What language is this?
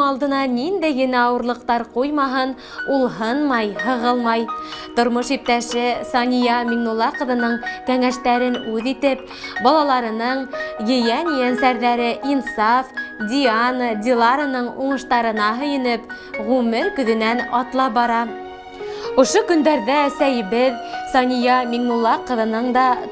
Bashkir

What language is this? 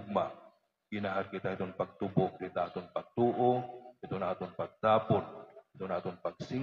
Waray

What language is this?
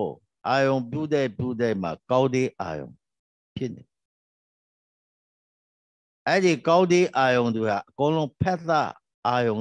Burmese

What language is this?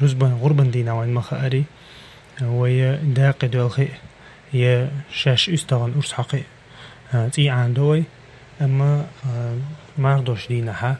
Chechen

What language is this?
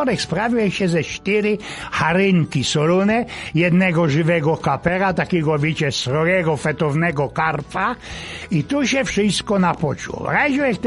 Silesian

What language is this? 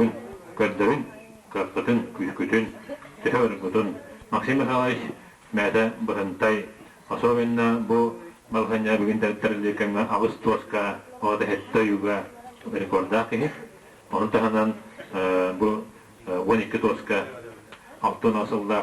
Yakut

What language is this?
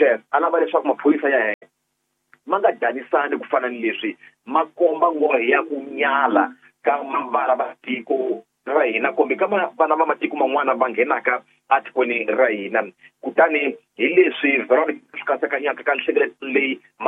Tsonga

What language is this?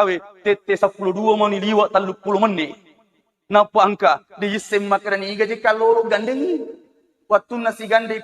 Buginese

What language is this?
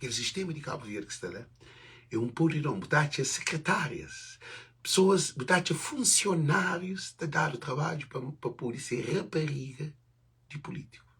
Kabuverdianu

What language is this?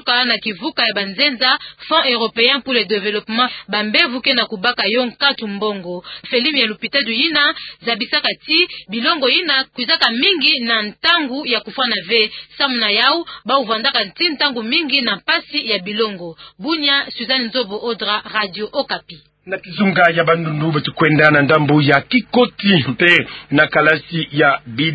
Kituba (Democratic Republic of Congo)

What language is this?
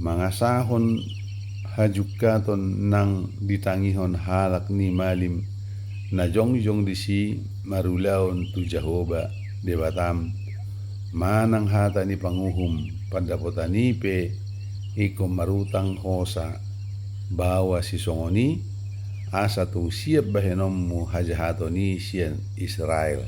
Batak Toba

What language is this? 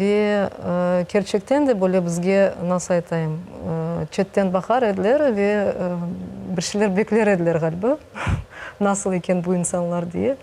Crimean Tatar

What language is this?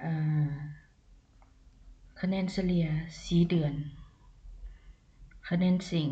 Lao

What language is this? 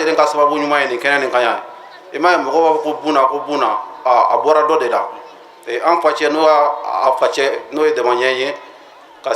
Bambara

